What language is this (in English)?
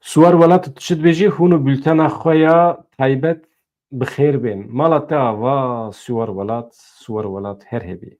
Kurdish